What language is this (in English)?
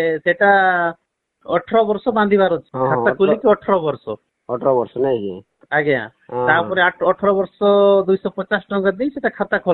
Odia